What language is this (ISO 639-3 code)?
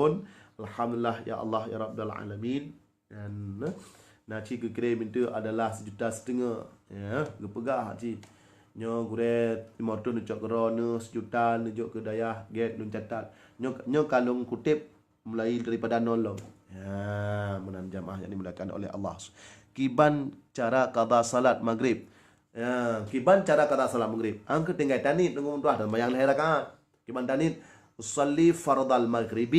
ace